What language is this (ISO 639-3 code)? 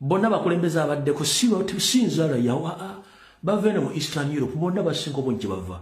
lug